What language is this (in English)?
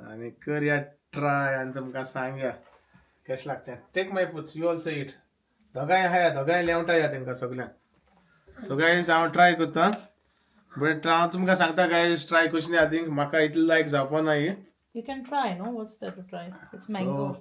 Konkani